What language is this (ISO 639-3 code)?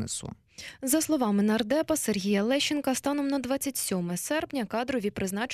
ukr